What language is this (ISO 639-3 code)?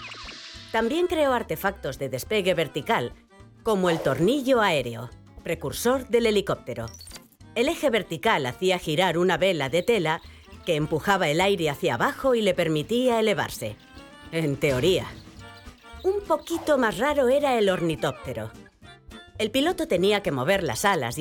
spa